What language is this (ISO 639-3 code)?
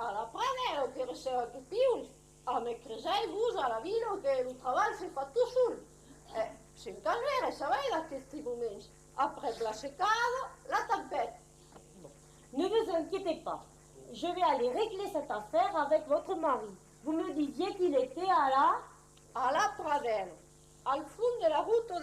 oci